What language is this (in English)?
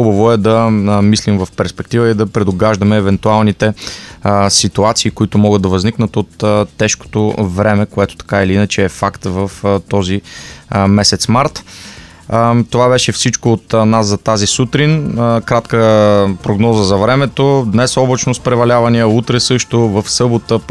Bulgarian